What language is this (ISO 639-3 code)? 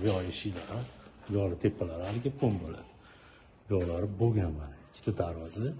uzb